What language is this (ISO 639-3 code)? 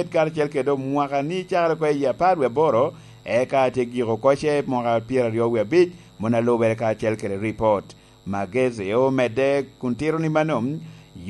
laj